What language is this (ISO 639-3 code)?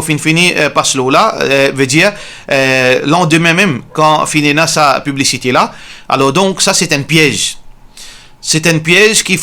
mfe